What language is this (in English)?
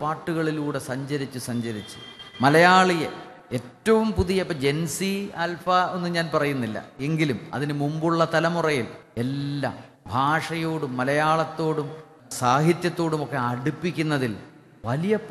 Malayalam